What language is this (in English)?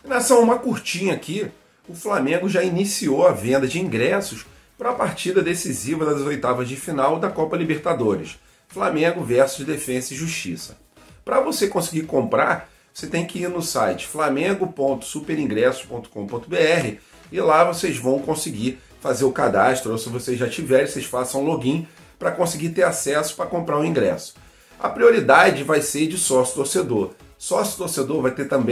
Portuguese